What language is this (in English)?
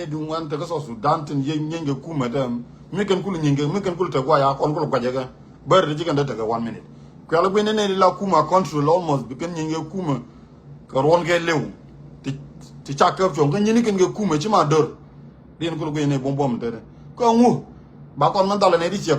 Nuer